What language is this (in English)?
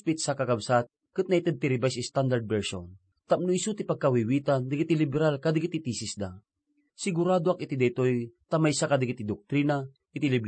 Iloko